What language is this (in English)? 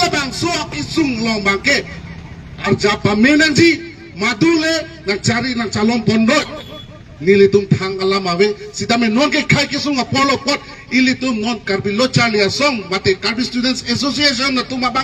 Karbi